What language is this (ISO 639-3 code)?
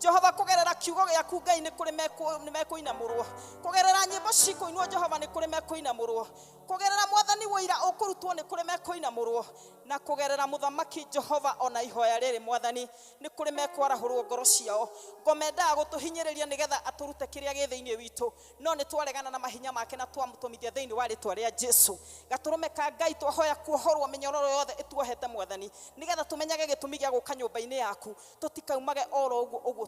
kik